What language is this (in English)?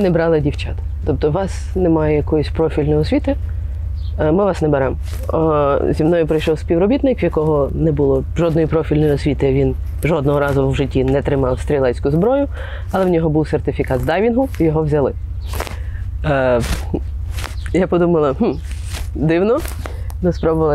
Ukrainian